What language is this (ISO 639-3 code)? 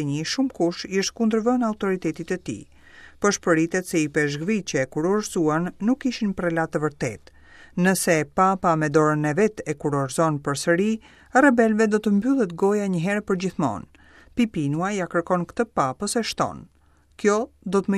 sqi